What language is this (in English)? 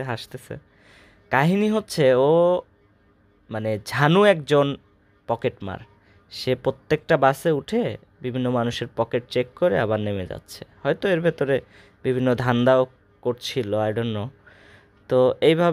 Bangla